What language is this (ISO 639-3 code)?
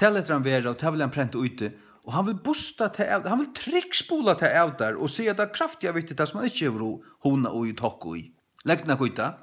fao